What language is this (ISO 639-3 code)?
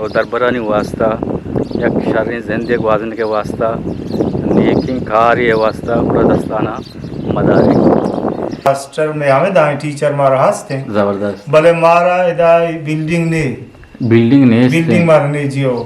bgp